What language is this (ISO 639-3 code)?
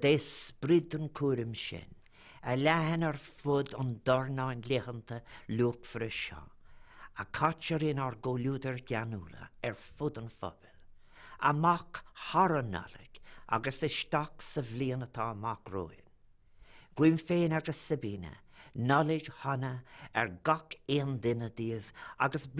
gle